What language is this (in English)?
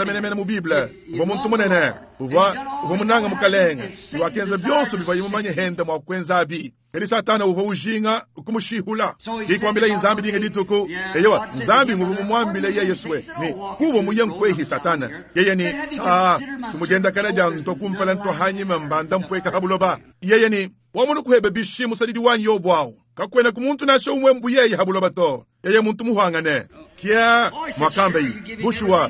Luba-Lulua